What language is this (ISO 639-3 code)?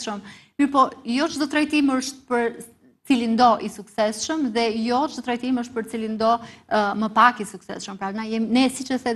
sqi